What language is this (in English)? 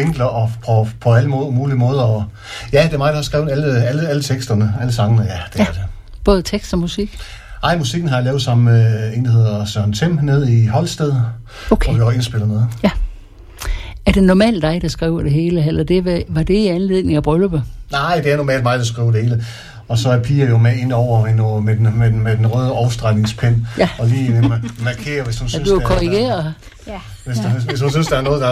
Danish